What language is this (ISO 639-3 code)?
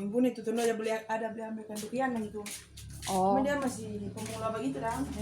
xmm